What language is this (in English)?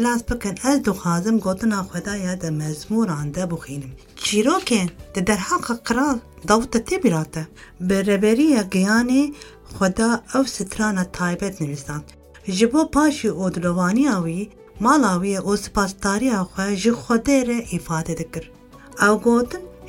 Kurdish